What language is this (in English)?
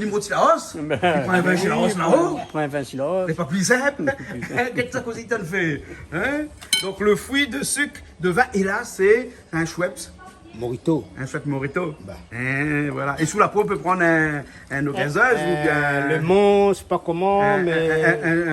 Réunion Creole French